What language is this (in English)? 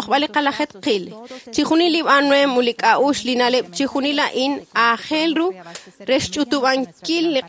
Kekchí